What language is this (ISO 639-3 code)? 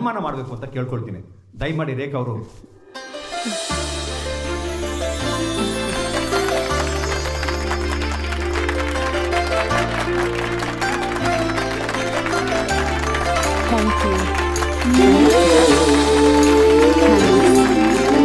kan